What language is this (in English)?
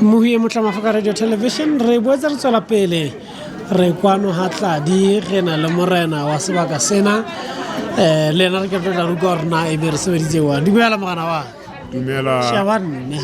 Southern Sotho